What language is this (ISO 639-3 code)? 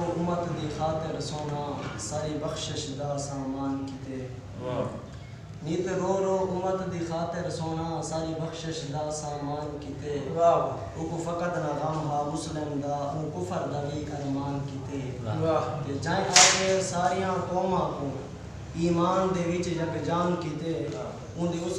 skr